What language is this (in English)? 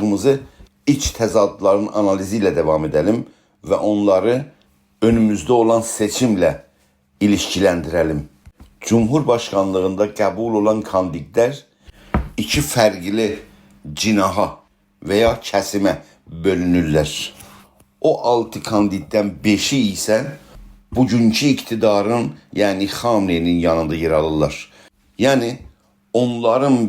South Azerbaijani